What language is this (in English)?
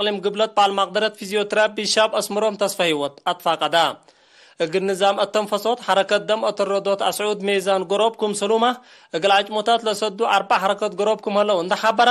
Tigre